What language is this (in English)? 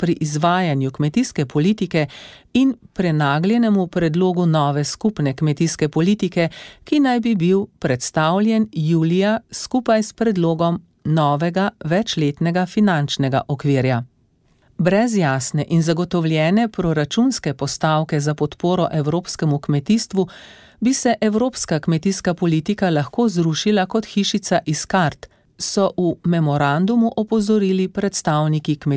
Slovenian